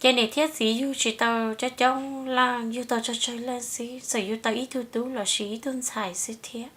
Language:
Hmong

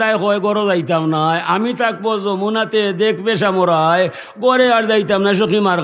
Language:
Sylheti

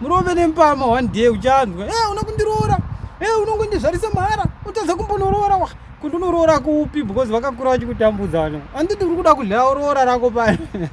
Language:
Shona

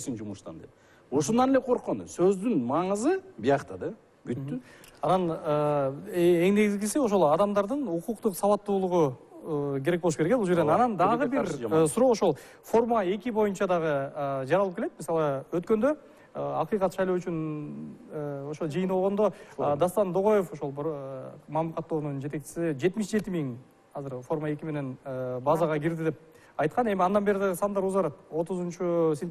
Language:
Kyrgyz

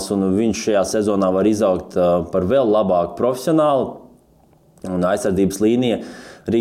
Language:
Latvian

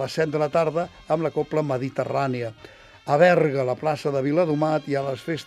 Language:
Catalan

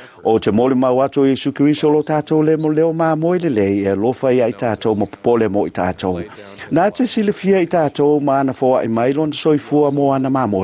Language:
Samoan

